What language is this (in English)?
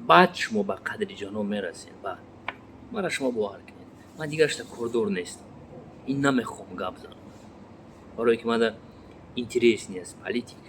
Tajik